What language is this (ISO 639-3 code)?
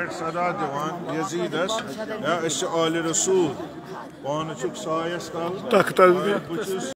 kas